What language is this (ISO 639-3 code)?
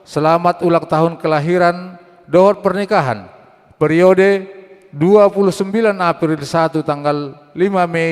bbc